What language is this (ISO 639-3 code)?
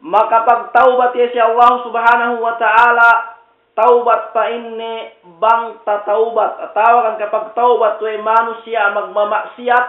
yka